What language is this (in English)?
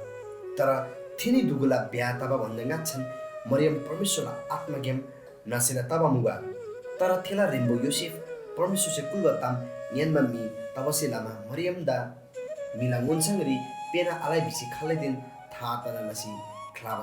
Eastern Tamang